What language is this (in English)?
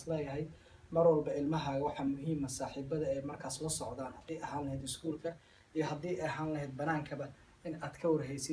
Somali